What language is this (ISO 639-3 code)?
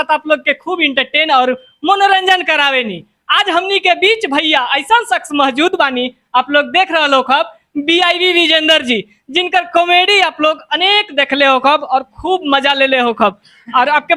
bho